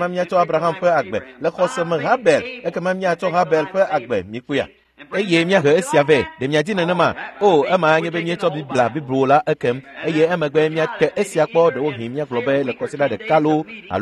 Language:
Ewe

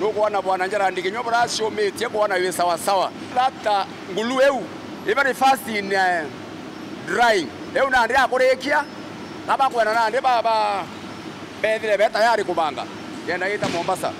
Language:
Meru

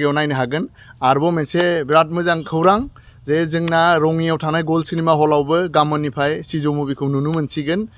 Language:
Bodo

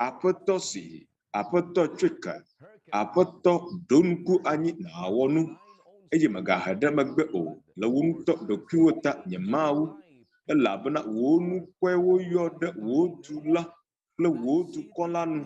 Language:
Ewe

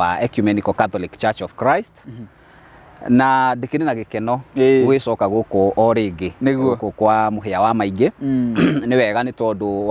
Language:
Kikuyu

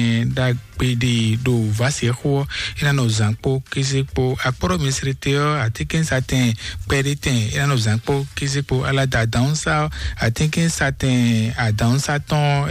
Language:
Fon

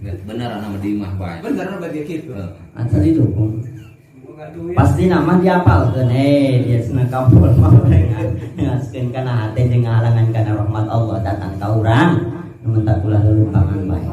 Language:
Sundanese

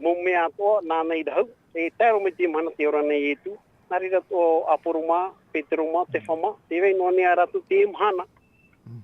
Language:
Tahitian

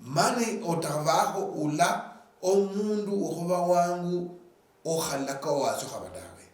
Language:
Luyia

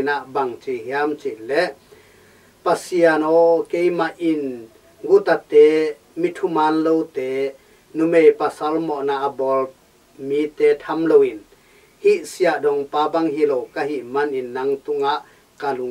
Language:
Tedim Chin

